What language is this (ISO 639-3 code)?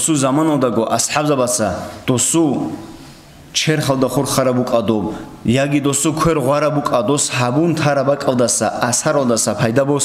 ava